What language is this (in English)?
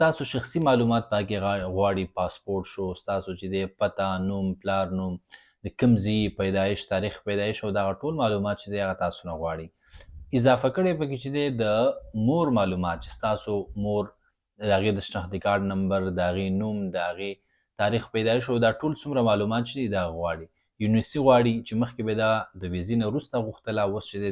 Pashto